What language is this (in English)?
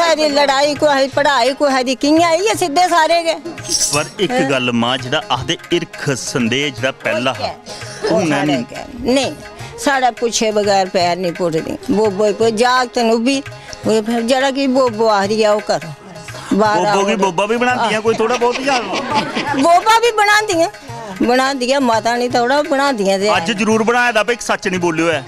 Dogri